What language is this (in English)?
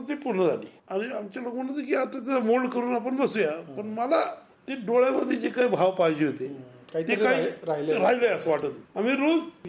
Marathi